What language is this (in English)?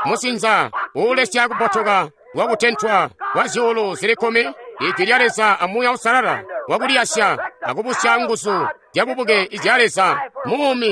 Tonga (Zambia)